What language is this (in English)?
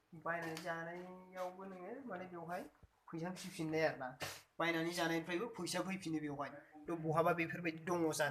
Bodo